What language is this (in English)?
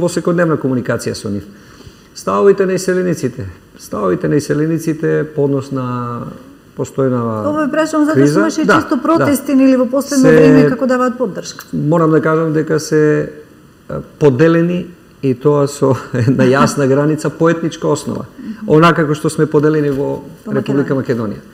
Macedonian